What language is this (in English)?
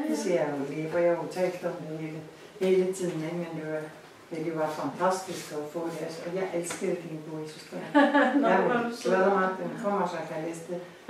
Danish